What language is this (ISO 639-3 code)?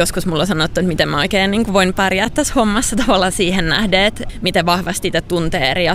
fin